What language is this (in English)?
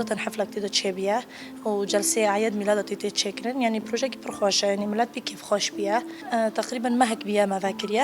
Kurdish